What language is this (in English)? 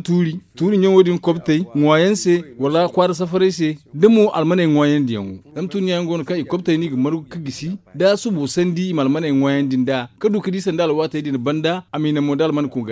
Zarma